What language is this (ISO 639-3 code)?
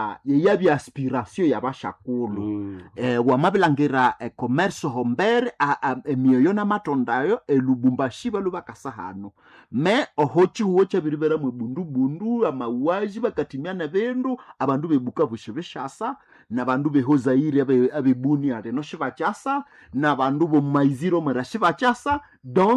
nnb